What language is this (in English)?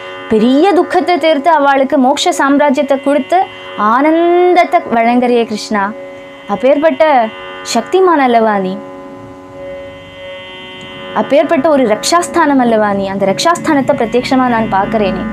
Tamil